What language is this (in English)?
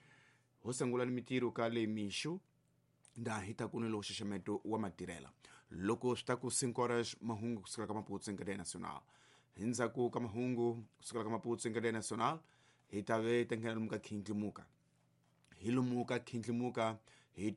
Tsonga